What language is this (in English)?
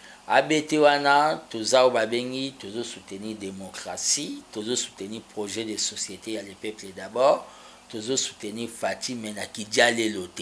Lingala